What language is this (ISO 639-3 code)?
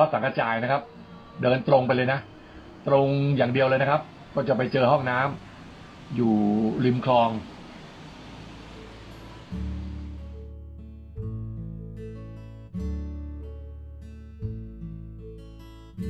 tha